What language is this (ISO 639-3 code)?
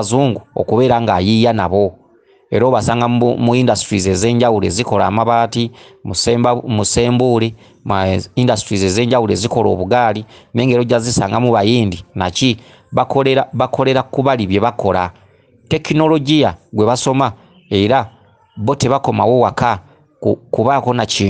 lug